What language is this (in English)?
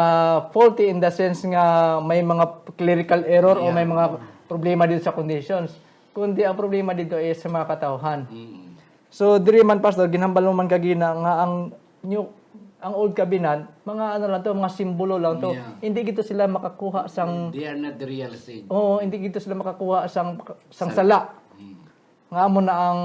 Hiligaynon